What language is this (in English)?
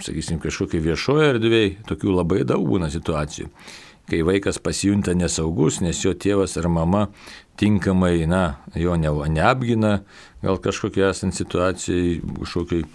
Lithuanian